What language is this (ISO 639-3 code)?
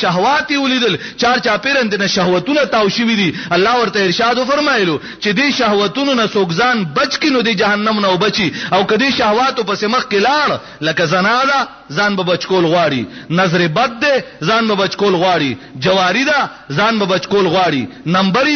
pus